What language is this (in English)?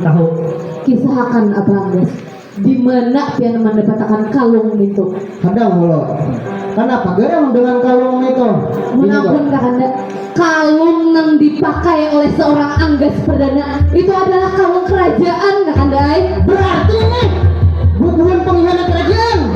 Banjar